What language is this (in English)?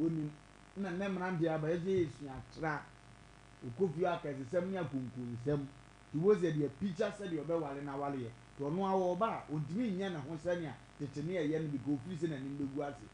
Akan